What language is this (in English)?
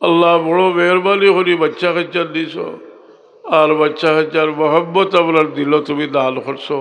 Sylheti